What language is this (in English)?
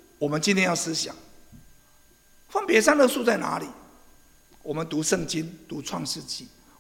Chinese